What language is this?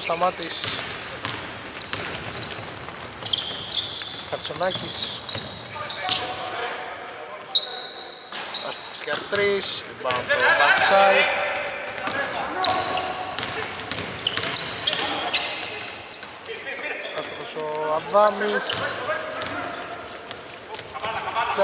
Greek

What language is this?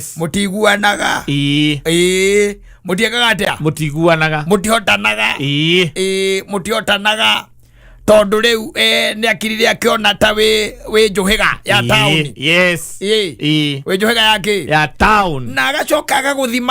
Kikuyu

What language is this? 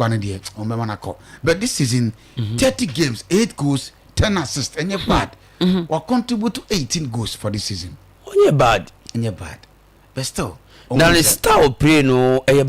Akan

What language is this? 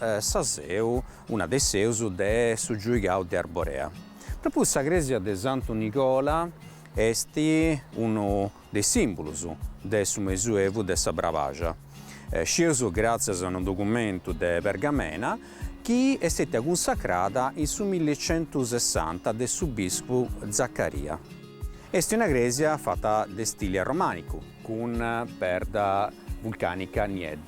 Sardinian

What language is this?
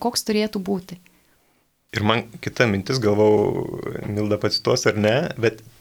Lithuanian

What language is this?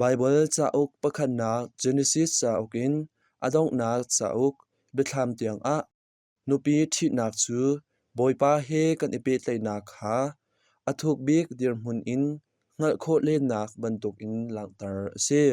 Hakha Chin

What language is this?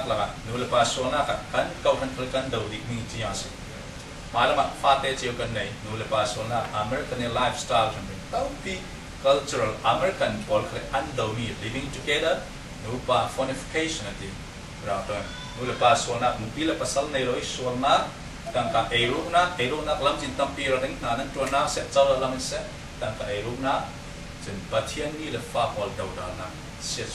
Falam Chin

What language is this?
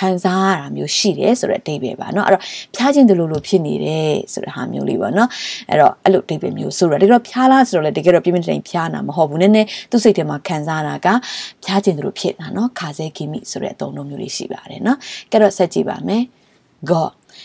Burmese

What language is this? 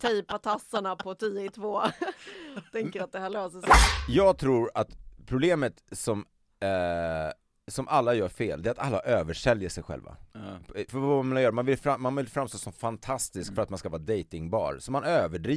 Swedish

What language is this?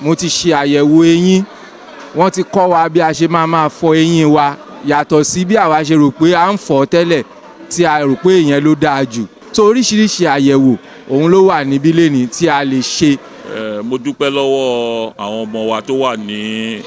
Yoruba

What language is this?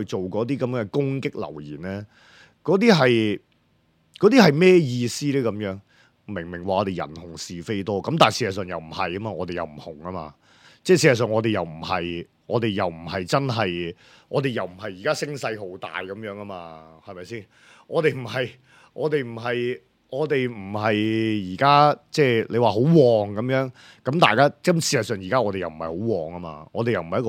Cantonese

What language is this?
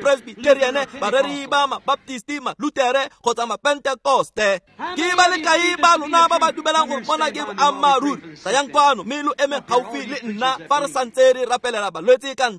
Tswana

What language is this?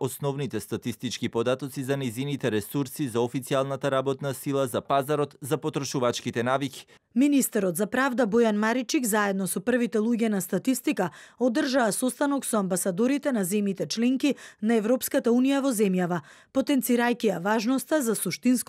Macedonian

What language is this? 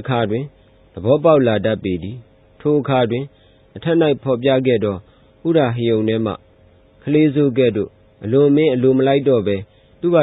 Burmese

